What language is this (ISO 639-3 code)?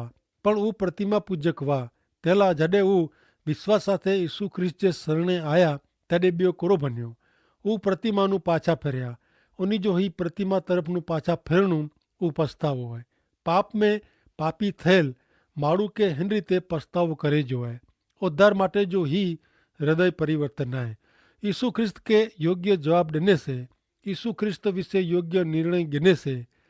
kfr